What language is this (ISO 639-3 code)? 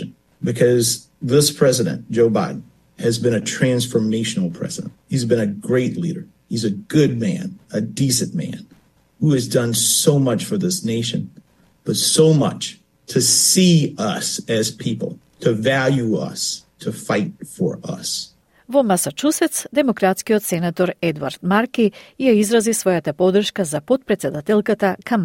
mkd